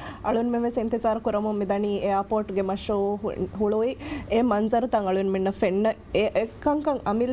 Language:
Divehi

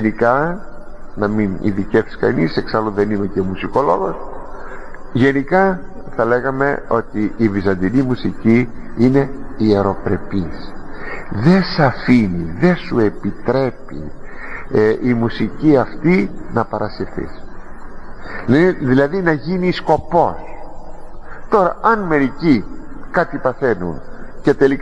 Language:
Greek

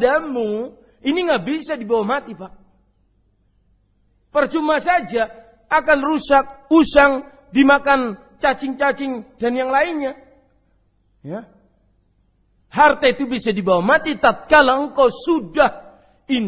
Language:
Indonesian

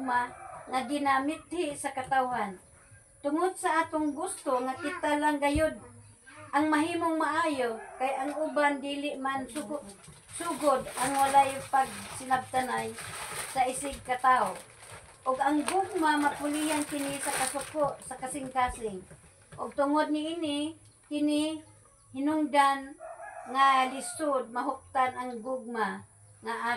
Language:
Cebuano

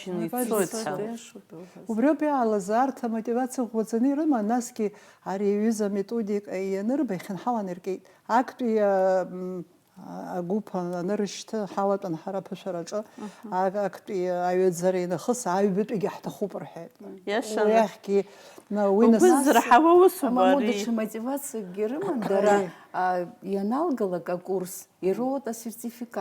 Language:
Abkhazian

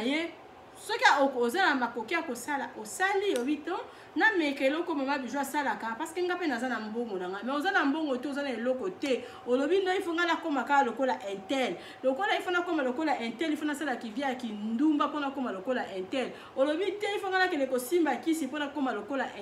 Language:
Lingala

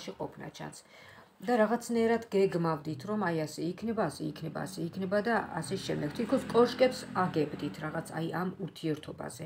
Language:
Georgian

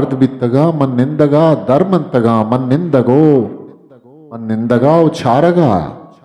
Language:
Eastern Balochi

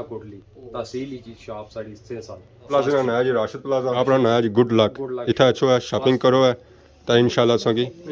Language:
Pahari-Potwari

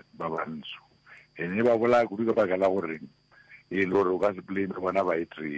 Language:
Northern Sotho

